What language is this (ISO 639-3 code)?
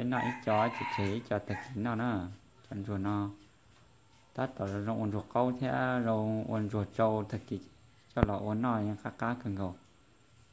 vie